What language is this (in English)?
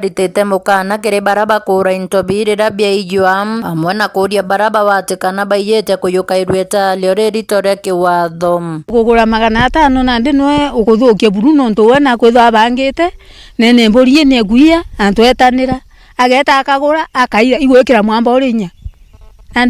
Meru